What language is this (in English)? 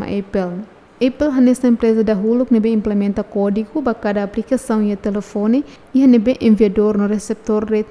Tetum